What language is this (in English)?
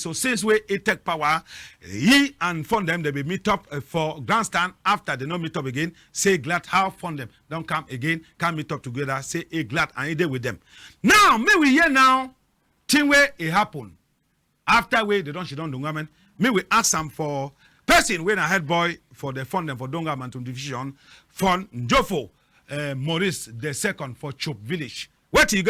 Cameroon Pidgin